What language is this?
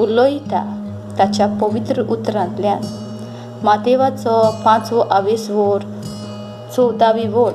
Konkani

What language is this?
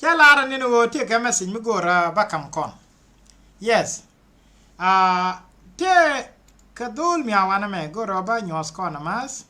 Nuer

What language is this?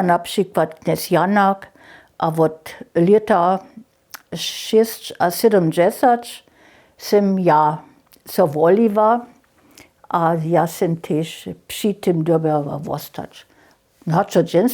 Upper Sorbian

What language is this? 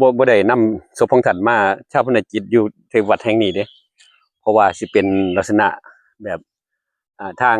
Northeastern Thai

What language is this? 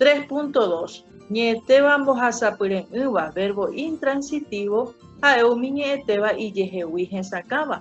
Guarani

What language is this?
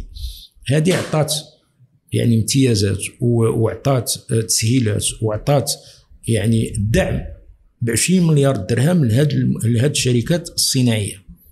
Moroccan Arabic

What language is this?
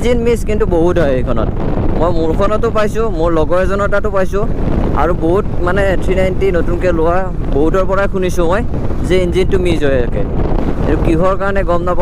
Assamese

